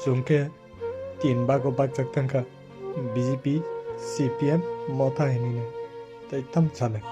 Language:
Kok Borok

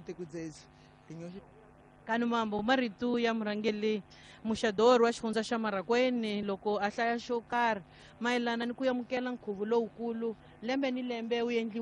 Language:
Tsonga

